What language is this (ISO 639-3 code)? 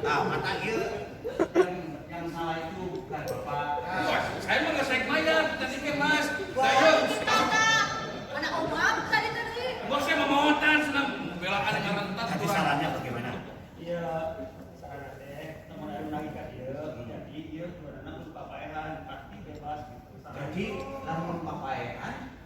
sun